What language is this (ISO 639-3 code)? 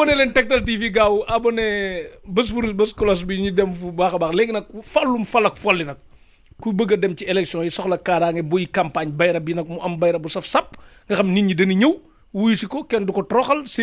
wol